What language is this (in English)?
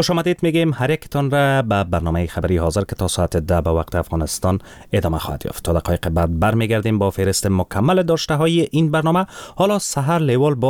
Persian